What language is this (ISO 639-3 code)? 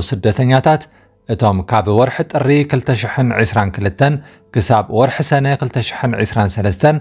tir